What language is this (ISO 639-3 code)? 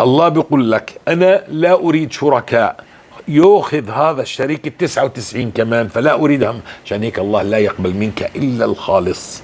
apc